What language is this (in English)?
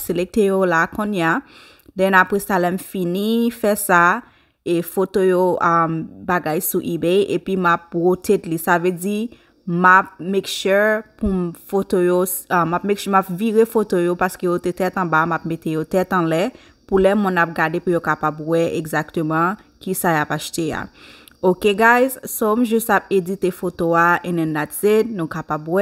Haitian Creole